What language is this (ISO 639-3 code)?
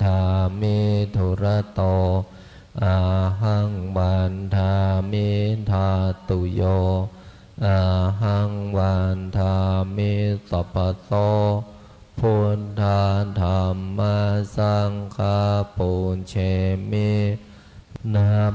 pli